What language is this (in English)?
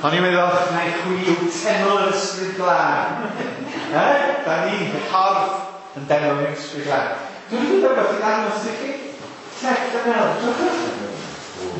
Welsh